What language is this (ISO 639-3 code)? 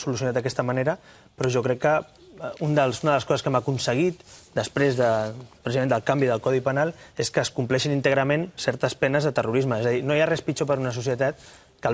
cat